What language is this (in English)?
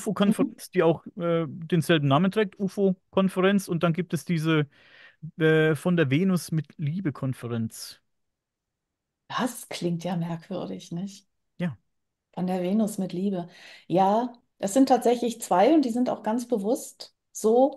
German